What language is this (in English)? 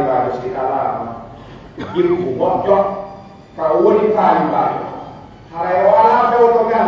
Pular